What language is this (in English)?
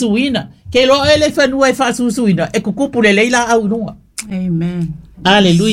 Samoan